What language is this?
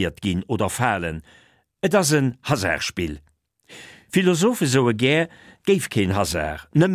Luxembourgish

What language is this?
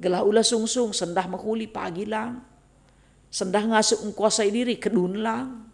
Batak Karo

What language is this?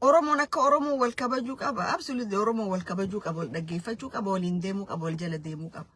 Oromo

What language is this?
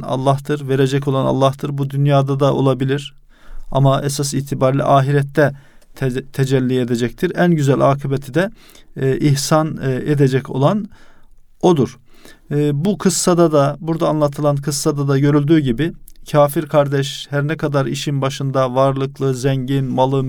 Turkish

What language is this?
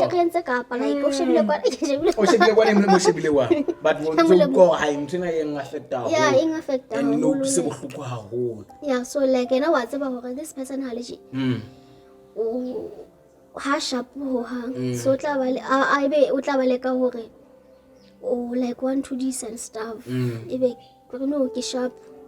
Southern Sotho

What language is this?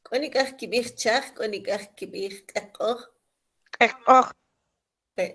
Kʼicheʼ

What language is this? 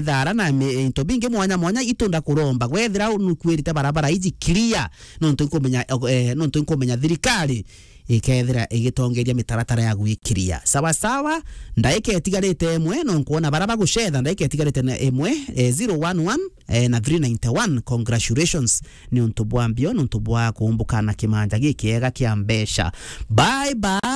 Meru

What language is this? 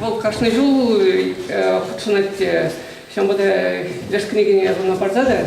Chuvash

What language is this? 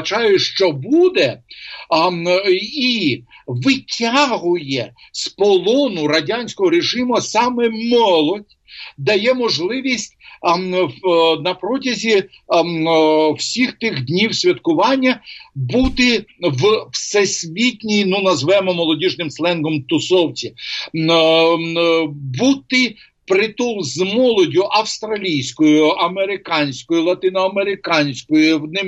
Ukrainian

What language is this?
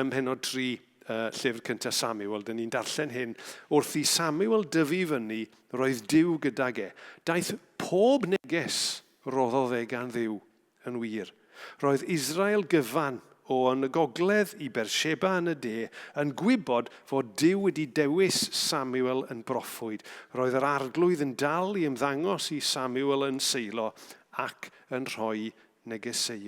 Welsh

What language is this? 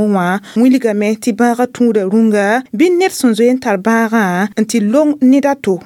Mossi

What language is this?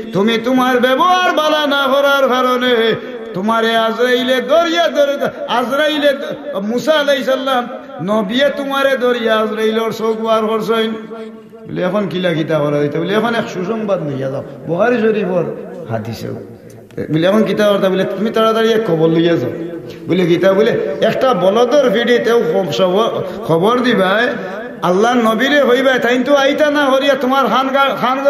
Sylheti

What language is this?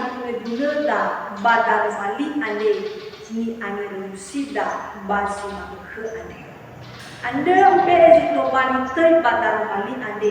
Nias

